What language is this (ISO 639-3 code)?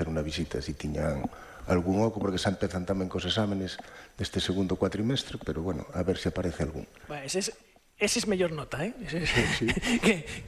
glg